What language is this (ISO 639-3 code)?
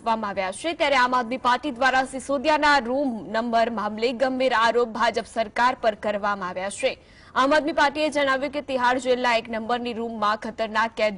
guj